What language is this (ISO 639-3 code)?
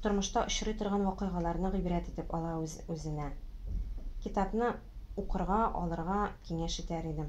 tat